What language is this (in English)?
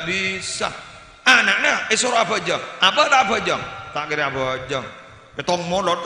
Madurese